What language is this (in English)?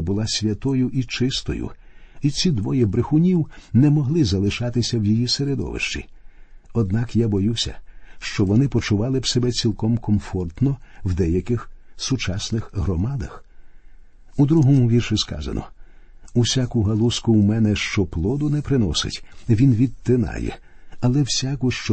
Ukrainian